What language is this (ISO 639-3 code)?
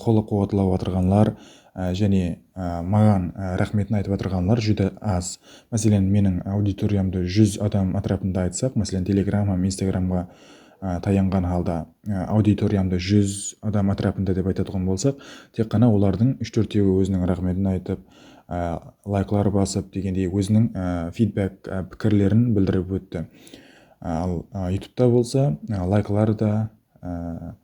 kaa